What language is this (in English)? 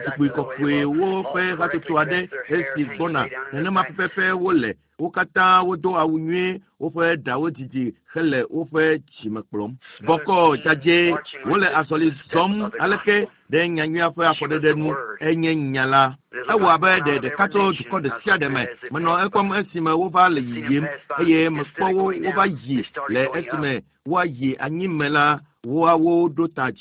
Ewe